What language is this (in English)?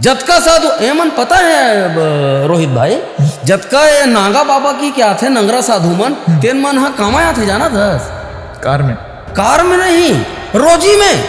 Chhattisgarhi